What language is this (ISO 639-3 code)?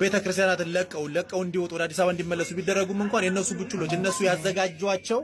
amh